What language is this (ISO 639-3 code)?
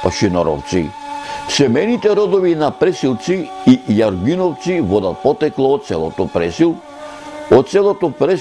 mkd